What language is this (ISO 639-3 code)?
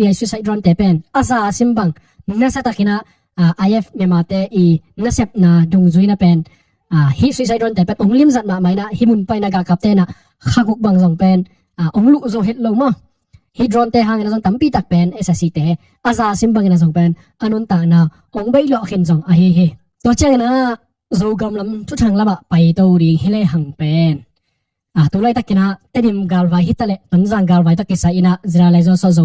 ctd